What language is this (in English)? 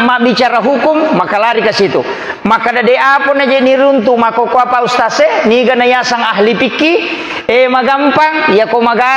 Buginese